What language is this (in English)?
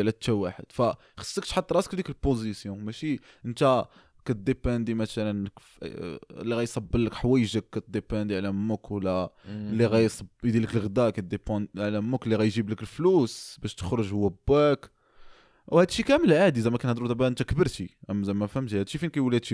Moroccan Arabic